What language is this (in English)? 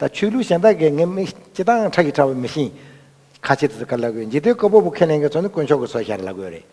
Tibetan